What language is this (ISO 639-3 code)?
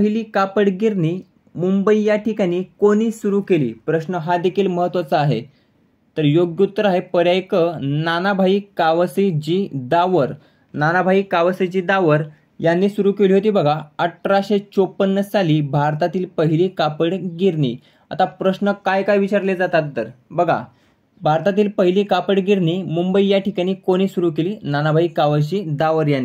mar